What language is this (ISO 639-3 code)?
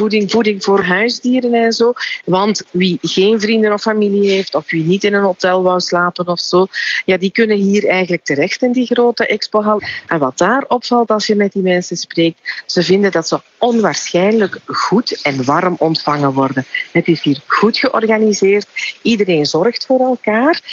nld